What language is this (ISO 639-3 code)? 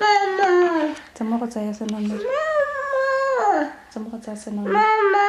tsn